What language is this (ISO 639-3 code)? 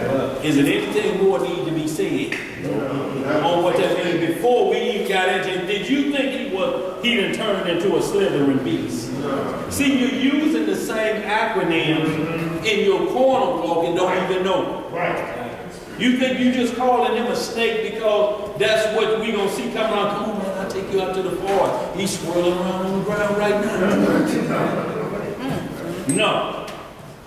eng